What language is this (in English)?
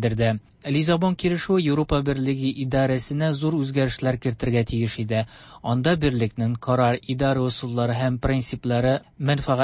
Tatar